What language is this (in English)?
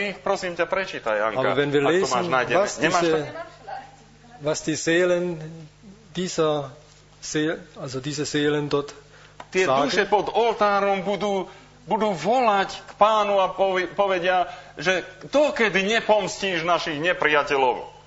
Slovak